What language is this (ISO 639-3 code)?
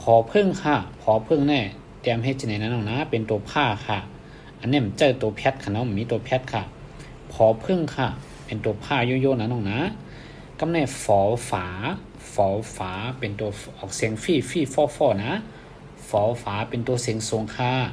shn